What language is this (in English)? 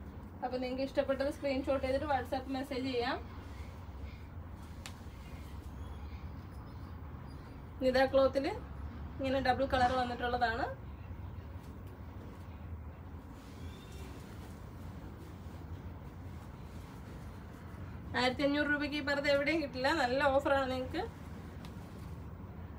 Malayalam